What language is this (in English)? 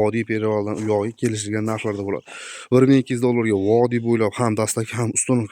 Uzbek